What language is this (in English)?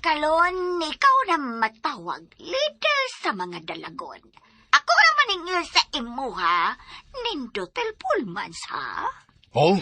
Cebuano